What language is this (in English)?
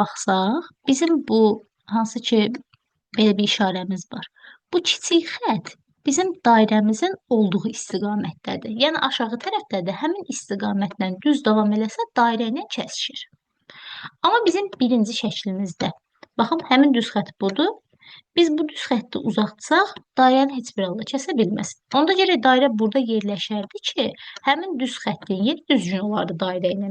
Azerbaijani